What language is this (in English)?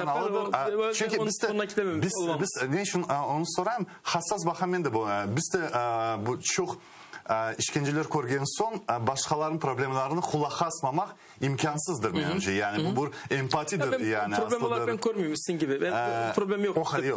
Crimean Tatar